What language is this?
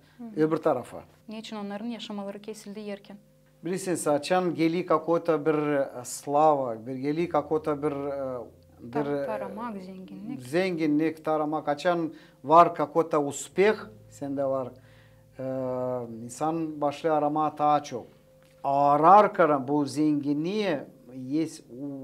Gagauz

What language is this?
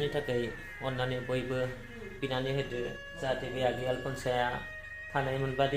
Bodo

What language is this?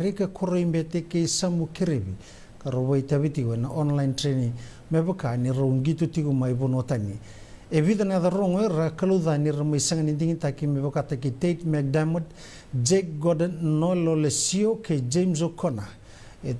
Fijian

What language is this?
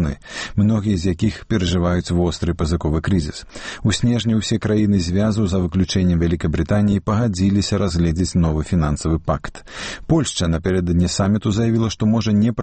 Belarusian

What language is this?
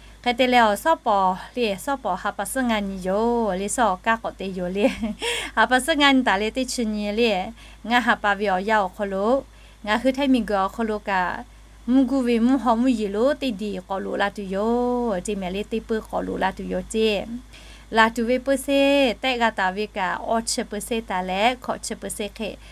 Lahu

